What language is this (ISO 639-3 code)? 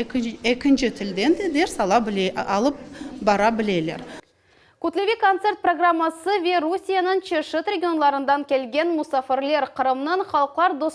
crh